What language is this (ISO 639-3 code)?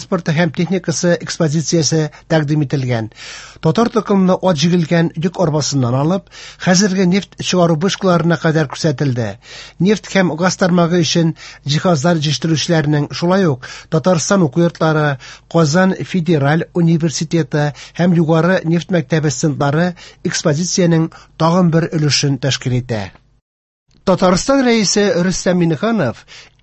tat